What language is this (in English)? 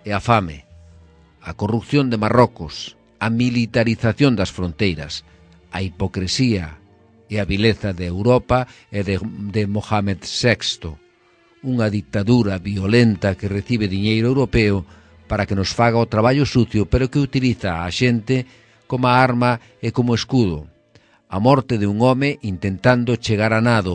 Galician